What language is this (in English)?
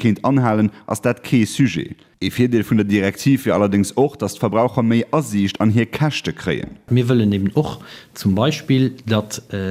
Luxembourgish